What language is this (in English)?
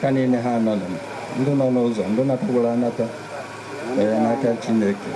Igbo